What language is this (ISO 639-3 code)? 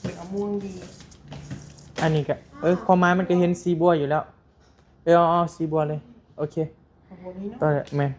tts